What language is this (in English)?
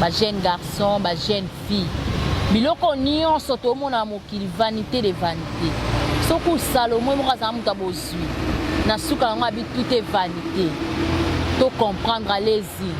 Lingala